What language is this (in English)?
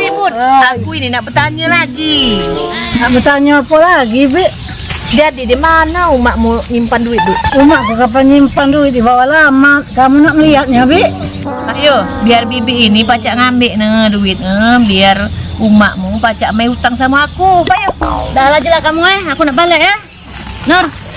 Musi